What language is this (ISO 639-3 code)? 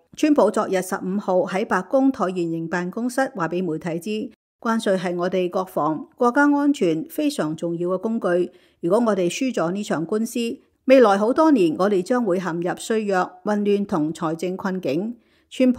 yue